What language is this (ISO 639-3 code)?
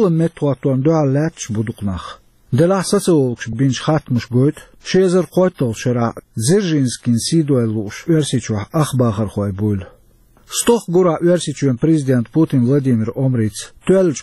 che